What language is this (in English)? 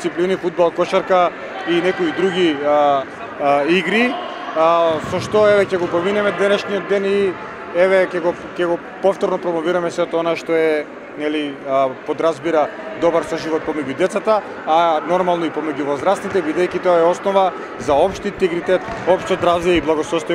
Macedonian